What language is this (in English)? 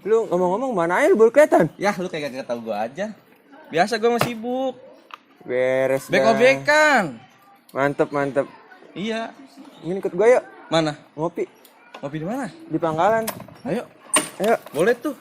Betawi